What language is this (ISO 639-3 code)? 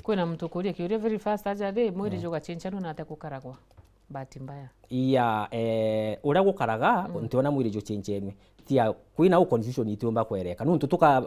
mer